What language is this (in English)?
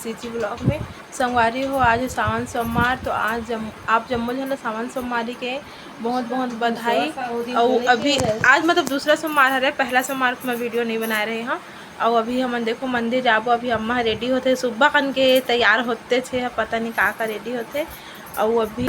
Chhattisgarhi